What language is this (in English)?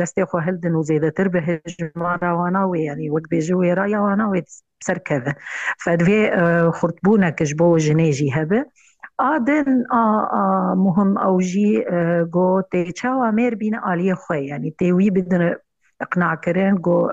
Kurdish